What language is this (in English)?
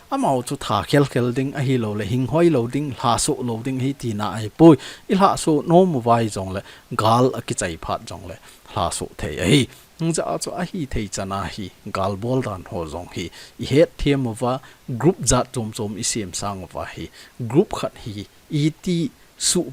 Thado Chin